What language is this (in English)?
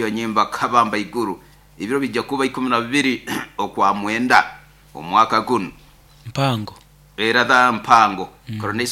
Nyoro